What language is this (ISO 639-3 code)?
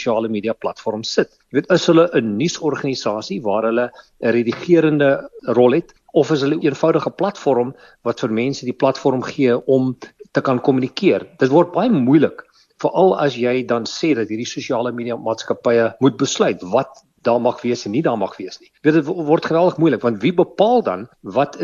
afr